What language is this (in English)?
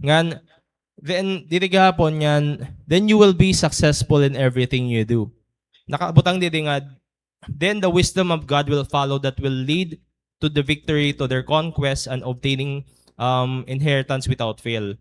Waray